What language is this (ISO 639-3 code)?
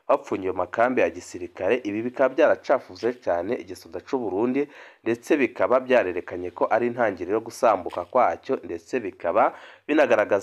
run